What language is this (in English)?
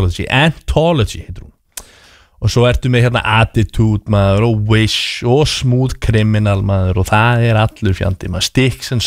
Icelandic